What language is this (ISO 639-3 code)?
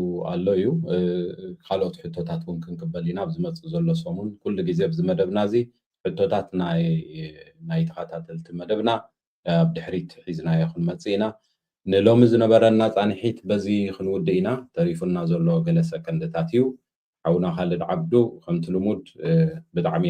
tir